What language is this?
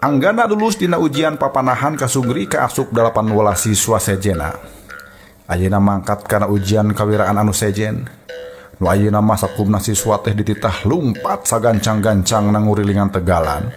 Sundanese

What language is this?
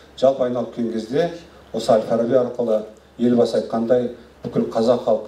Kazakh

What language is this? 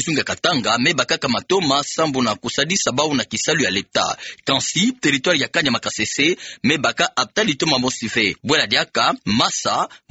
Kituba (Democratic Republic of Congo)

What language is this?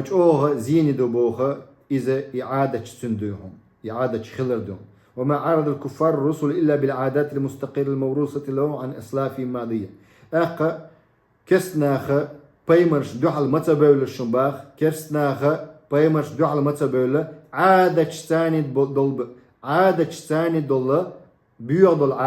Chechen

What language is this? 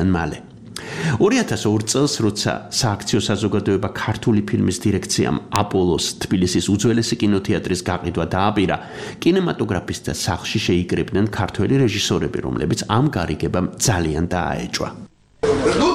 Georgian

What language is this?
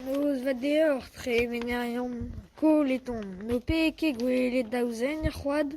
Breton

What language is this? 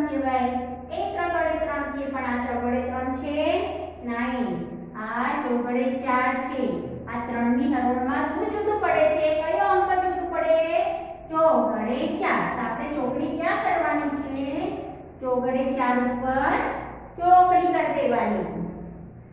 Gujarati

